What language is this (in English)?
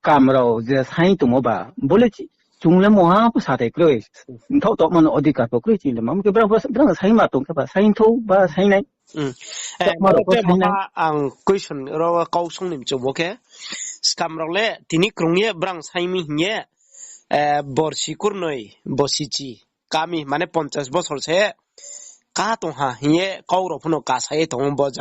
Riang (India)